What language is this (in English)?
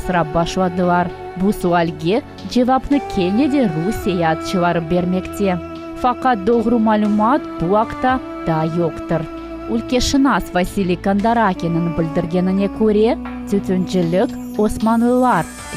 Crimean Tatar